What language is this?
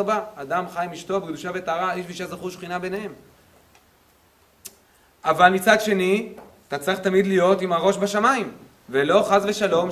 Hebrew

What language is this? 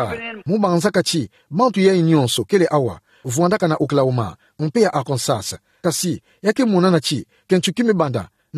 Kituba (Democratic Republic of Congo)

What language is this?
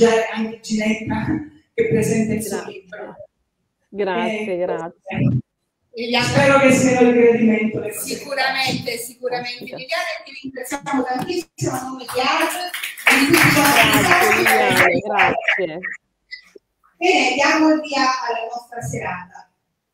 Italian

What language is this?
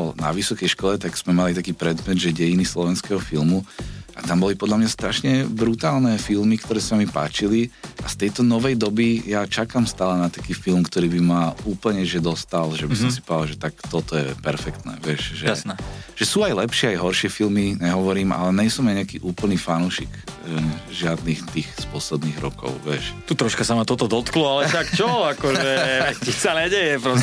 Slovak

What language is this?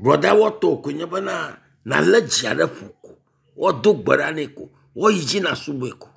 Ewe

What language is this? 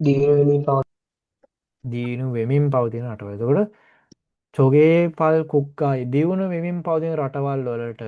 Sinhala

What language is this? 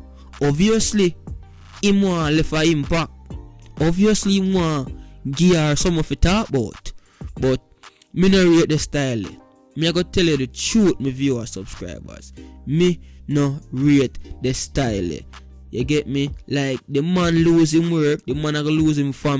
Jamaican Creole English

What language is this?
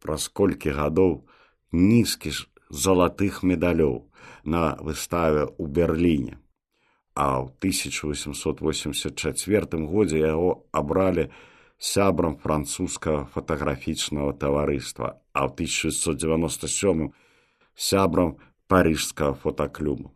Belarusian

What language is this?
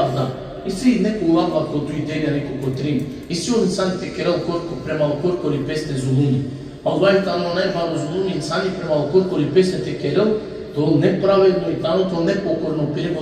Balkan Romani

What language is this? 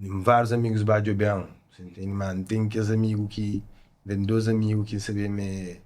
Kabuverdianu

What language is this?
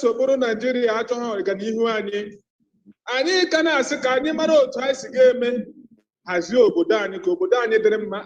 Igbo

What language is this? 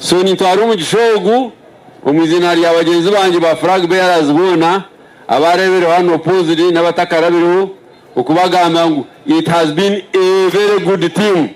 Nyankole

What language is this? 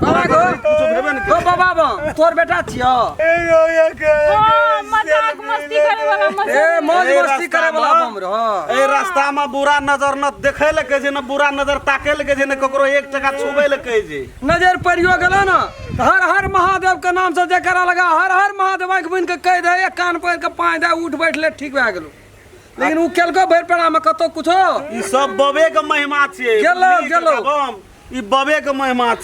Maithili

